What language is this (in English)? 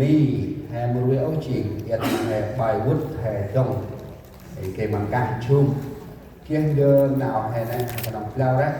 Central Mnong